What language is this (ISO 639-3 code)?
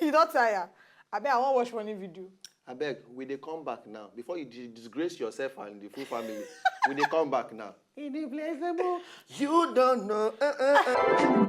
pcm